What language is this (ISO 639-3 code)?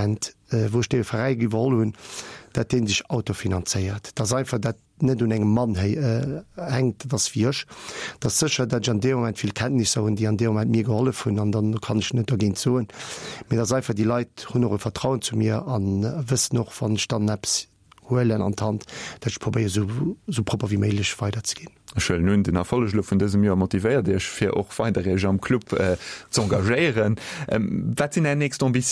ltz